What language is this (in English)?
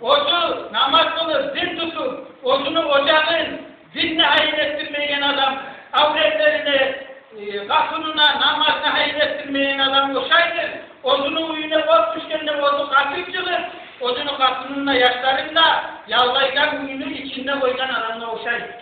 Kumyk